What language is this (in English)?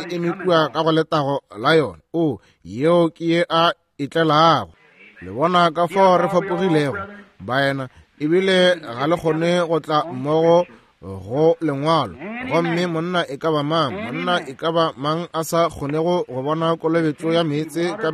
Northern Sotho